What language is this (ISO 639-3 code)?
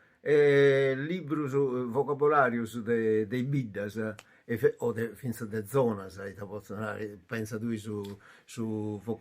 srd